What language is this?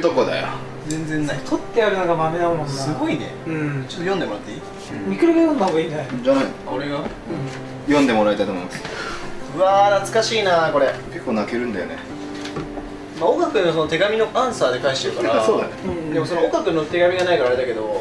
Japanese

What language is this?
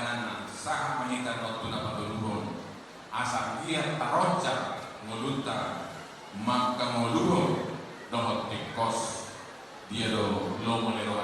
Batak Toba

